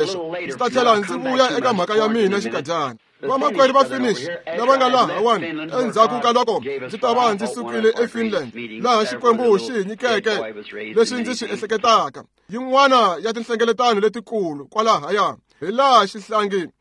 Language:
Tsonga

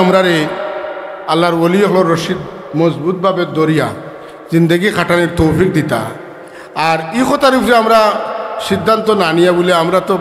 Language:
Sylheti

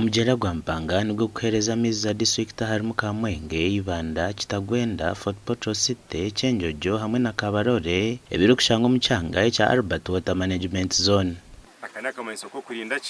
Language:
Nyankole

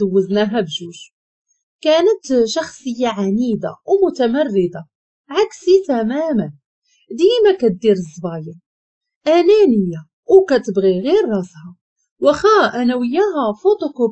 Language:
Moroccan Arabic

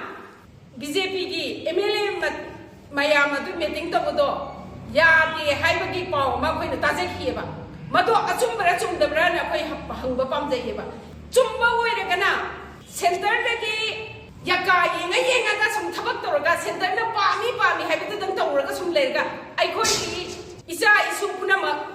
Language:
Manipuri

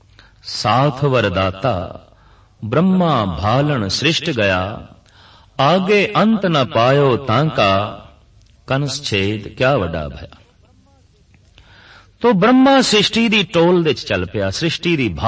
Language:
Punjabi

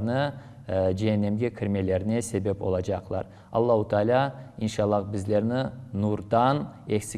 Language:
Crimean Tatar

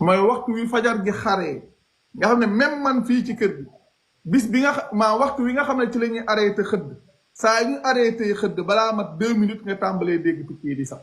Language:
Wolof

